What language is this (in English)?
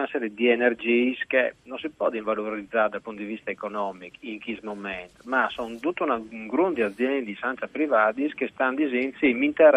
Friulian